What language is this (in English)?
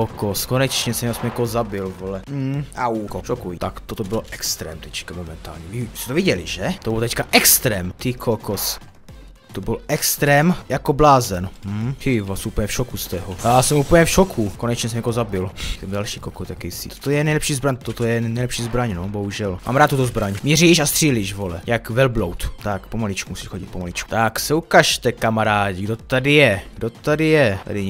Czech